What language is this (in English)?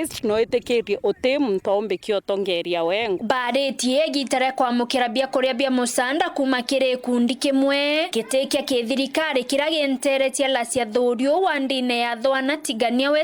Meru